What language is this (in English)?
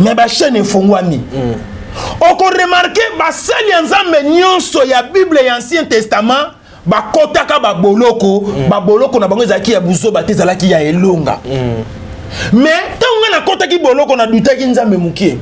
Lingala